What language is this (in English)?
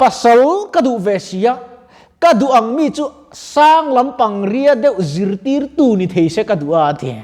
Mizo